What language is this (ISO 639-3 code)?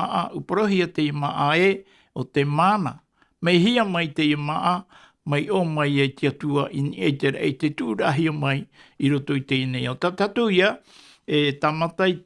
tah